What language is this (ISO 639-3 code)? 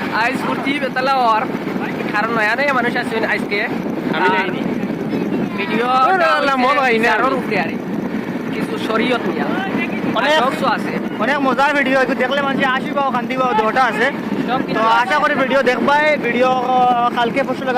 syl